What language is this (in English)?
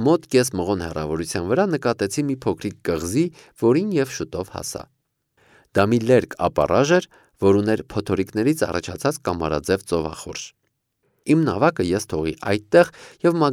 Armenian